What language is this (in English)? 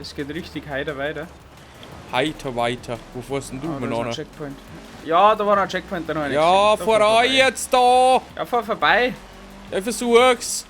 Bavarian